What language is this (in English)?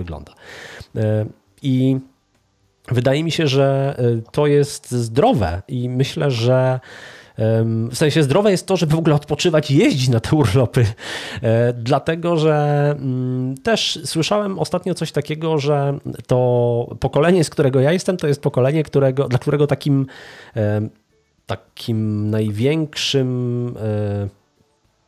Polish